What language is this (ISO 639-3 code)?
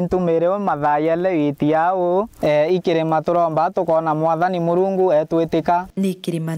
mer